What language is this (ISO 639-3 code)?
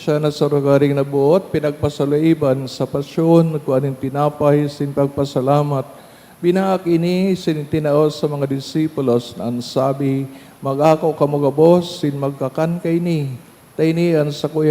bik